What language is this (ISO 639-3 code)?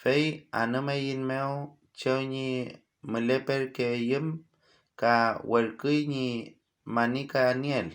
arn